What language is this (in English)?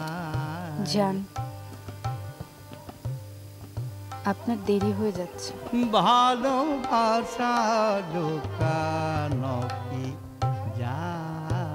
Bangla